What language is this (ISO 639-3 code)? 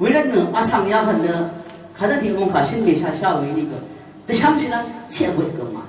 raw